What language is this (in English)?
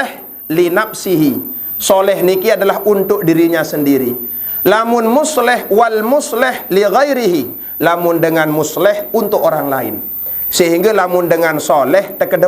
Sasak